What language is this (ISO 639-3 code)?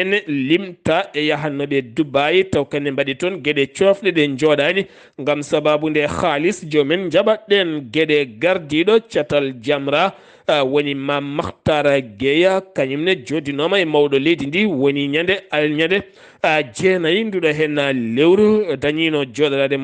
ful